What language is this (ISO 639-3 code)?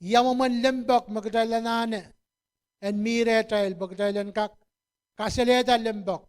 pon